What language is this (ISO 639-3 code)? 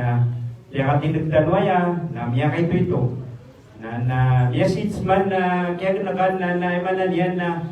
mrw